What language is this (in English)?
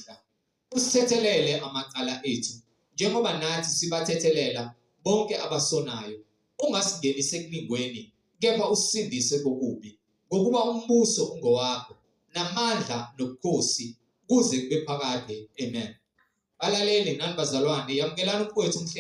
Zulu